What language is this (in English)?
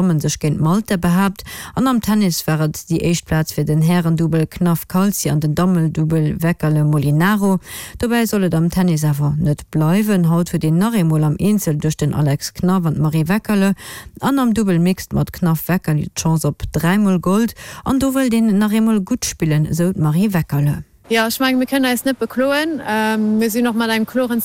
Luxembourgish